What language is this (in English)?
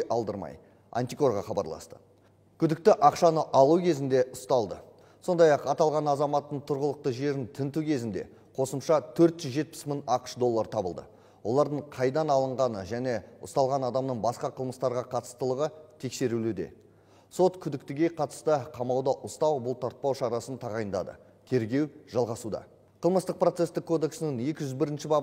Kazakh